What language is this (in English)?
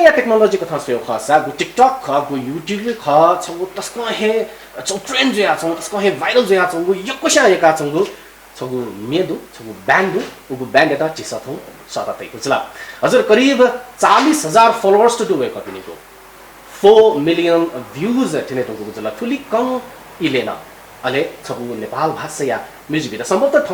Newari